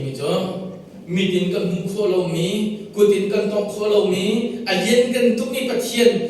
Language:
Hakha Chin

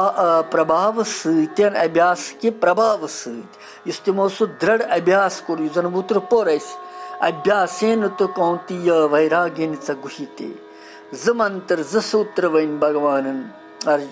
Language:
Kashmiri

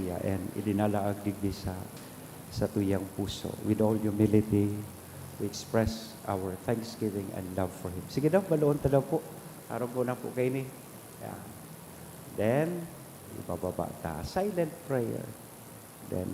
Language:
Bikol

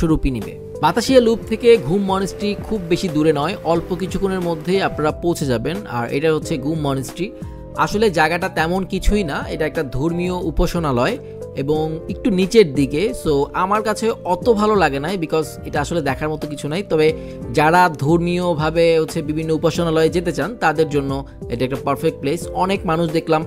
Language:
Bangla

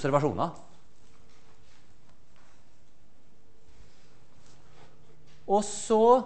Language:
Norwegian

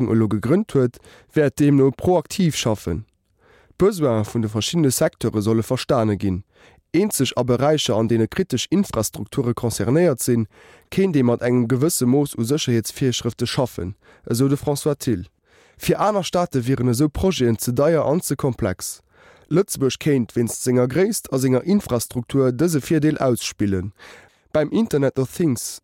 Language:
Luxembourgish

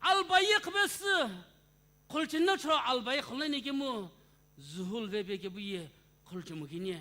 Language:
Sumi Naga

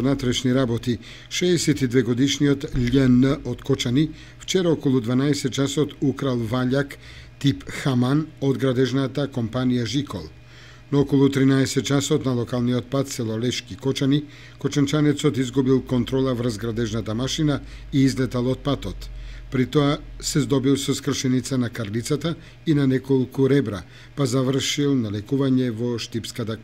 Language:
Macedonian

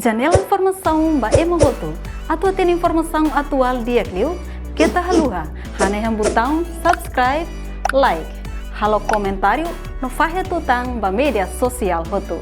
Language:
Tetum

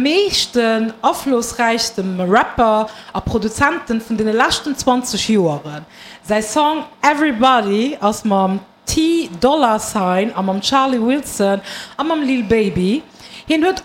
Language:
Luxembourgish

